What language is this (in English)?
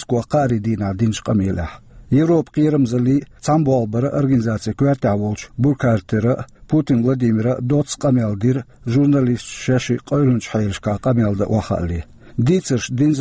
Chechen